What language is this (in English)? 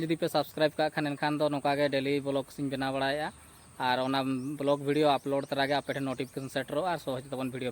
Santali